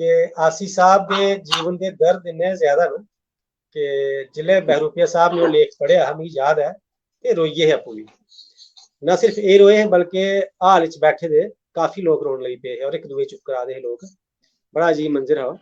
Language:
Dogri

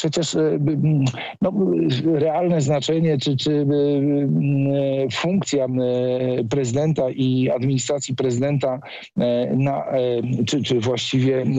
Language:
Polish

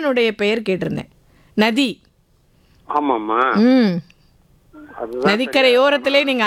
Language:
Tamil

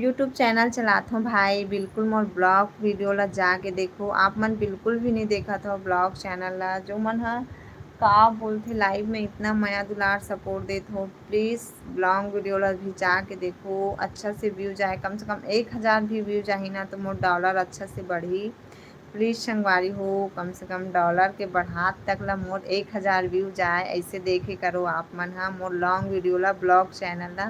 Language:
Chhattisgarhi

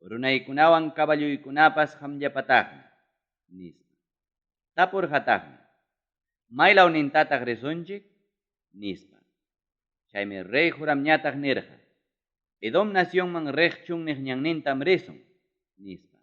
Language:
Ayacucho Quechua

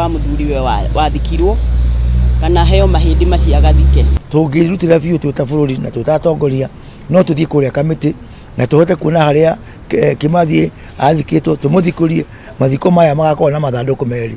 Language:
Kikuyu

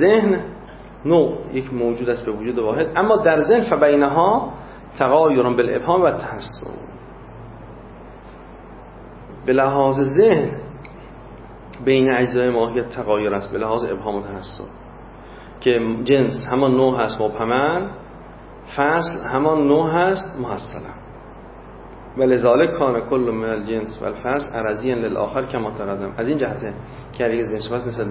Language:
Persian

